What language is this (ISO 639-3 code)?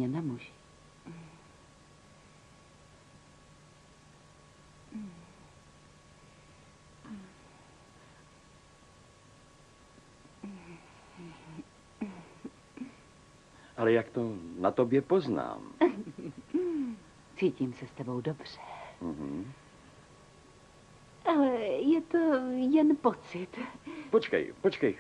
ces